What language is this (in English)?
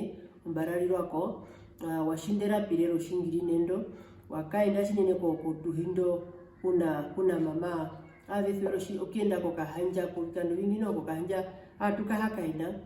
Herero